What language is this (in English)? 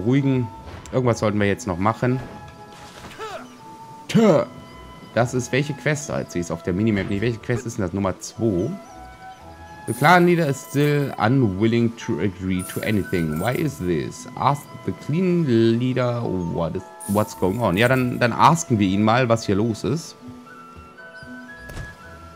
German